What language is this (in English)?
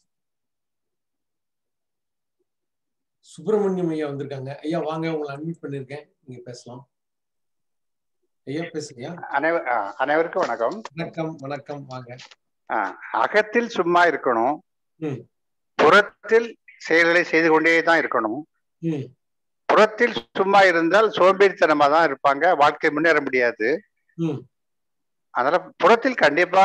Tamil